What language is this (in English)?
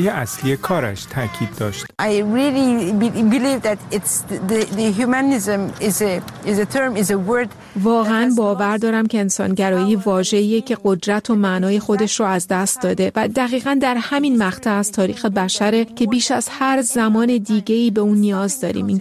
Persian